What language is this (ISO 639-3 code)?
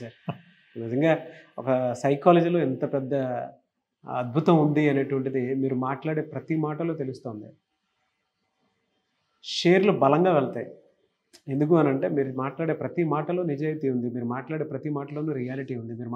tel